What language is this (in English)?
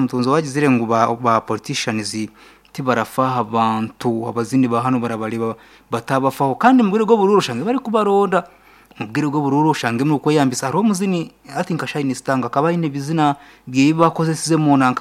Nyankole